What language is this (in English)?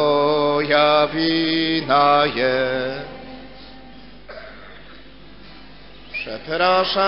Polish